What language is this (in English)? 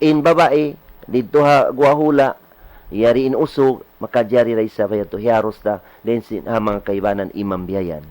Tausug